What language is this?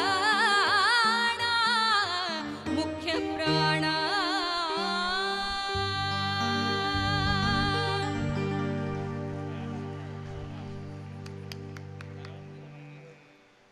Kannada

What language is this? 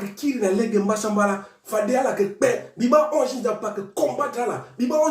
Sango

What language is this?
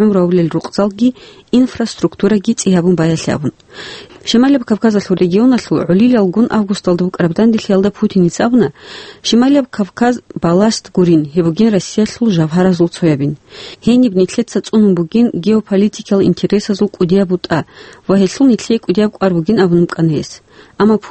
Avaric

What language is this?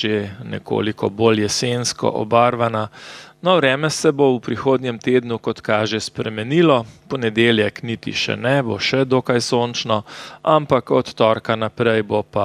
Slovenian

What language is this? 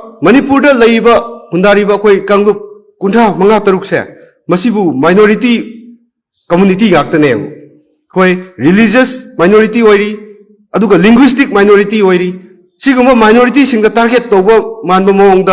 Manipuri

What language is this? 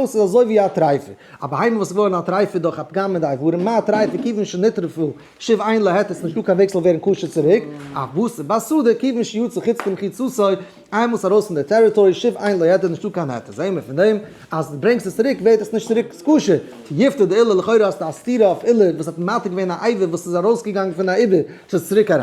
Yiddish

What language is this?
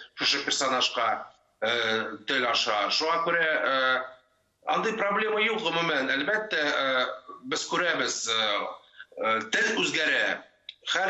Tatar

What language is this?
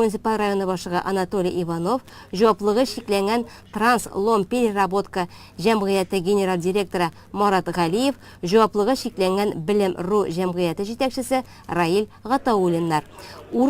Tatar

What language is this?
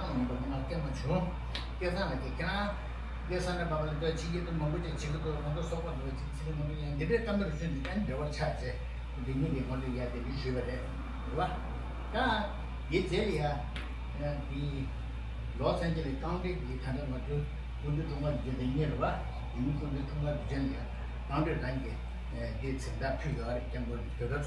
Tibetan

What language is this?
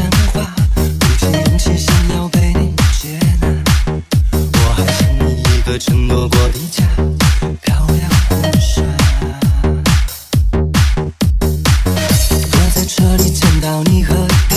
Chinese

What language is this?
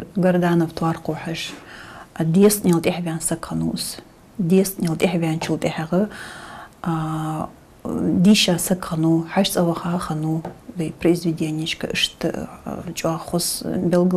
Ingush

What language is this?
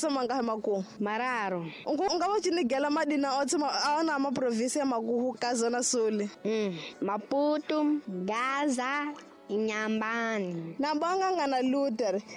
Tsonga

